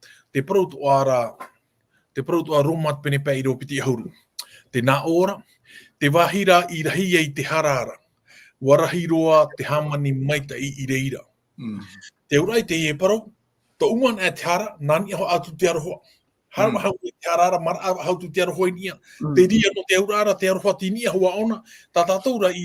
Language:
Tahitian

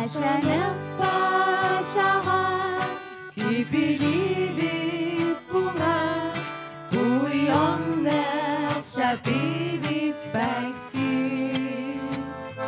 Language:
Kalaallisut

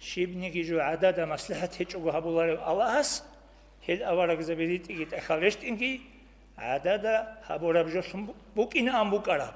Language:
Avaric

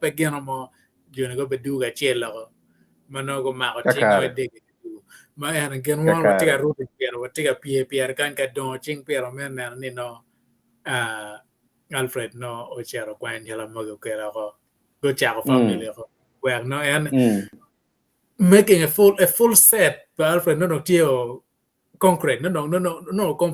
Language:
Acoli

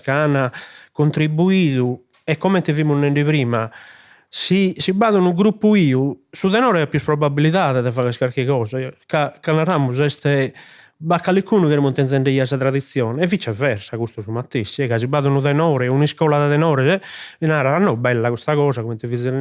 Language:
Sardinian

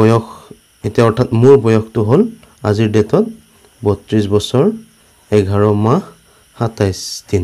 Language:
Assamese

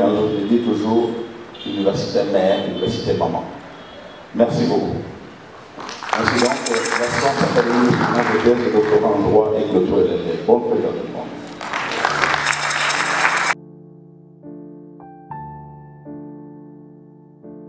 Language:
French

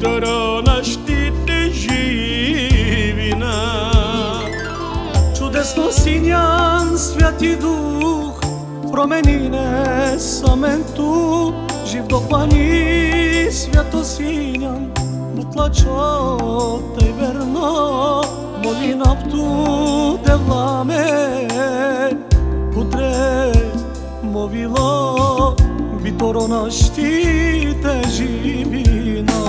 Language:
Bulgarian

